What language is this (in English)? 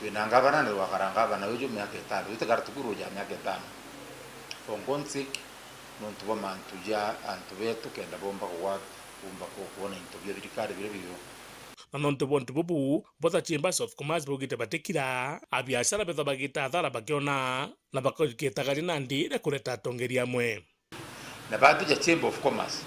Meru